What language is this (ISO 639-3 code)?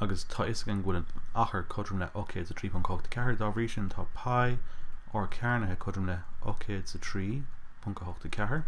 gle